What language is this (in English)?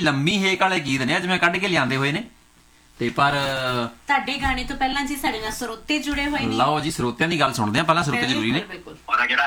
Punjabi